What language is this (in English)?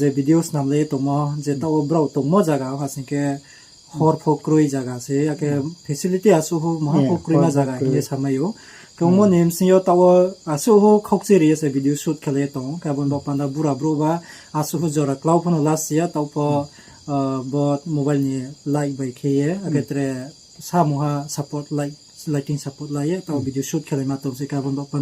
Riang (India)